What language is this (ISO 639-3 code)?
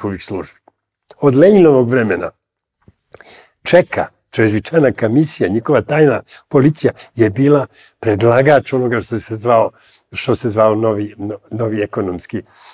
srp